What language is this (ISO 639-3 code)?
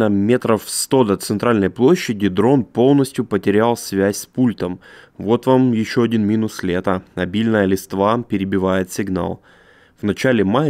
rus